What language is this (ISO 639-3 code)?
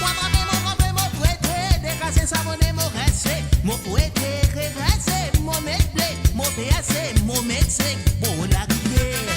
mfe